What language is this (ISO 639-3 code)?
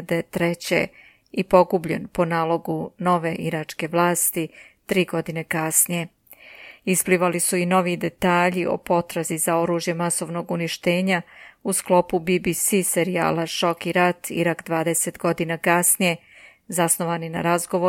srp